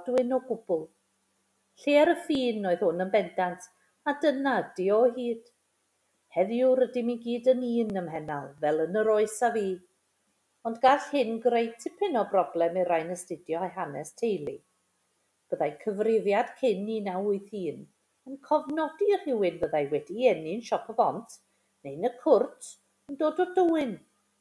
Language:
Welsh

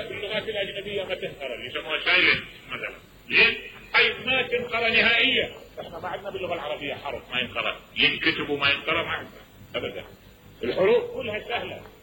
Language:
Mesopotamian Arabic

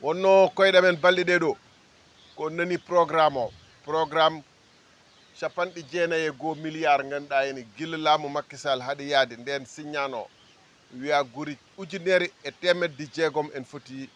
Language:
Fula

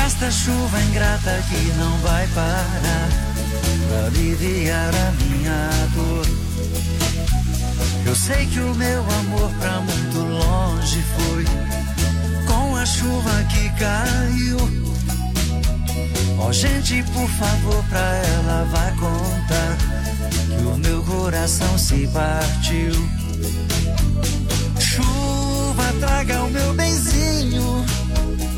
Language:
Portuguese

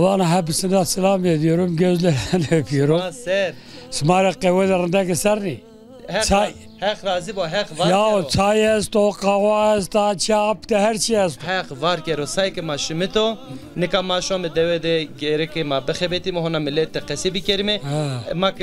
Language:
Zaza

